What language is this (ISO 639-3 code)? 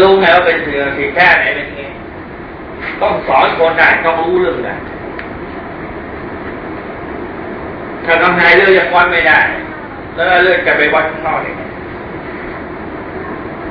tha